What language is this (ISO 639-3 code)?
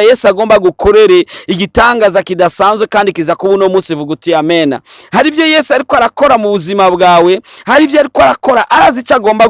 run